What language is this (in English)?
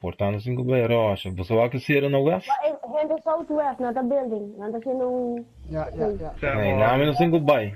Papiamento